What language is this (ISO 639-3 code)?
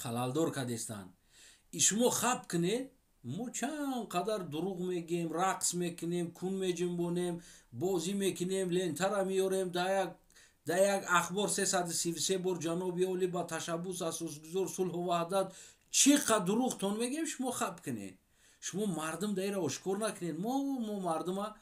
tgk